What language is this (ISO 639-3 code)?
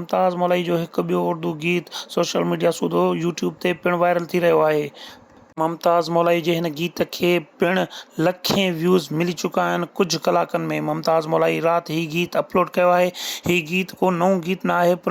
snd